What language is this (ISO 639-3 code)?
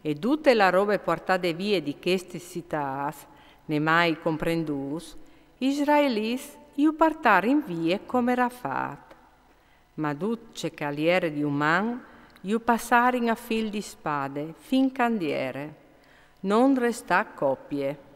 fur